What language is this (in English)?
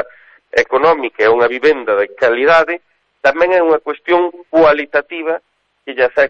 Galician